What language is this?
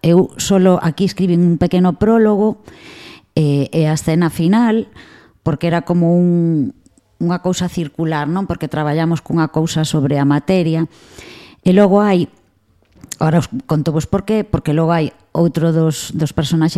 Galician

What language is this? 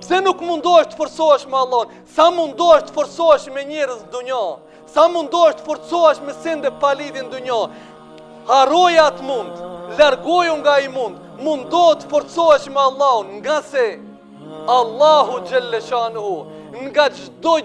Albanian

